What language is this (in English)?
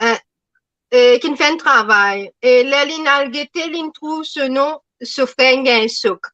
Morisyen